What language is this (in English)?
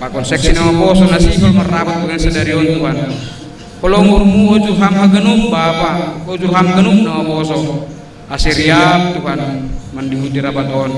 Batak Simalungun